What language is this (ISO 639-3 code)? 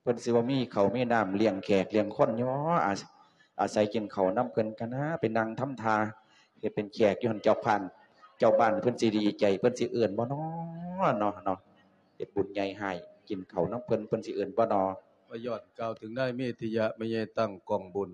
lao